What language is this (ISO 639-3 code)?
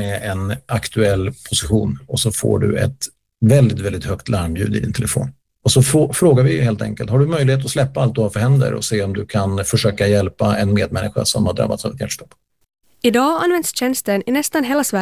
swe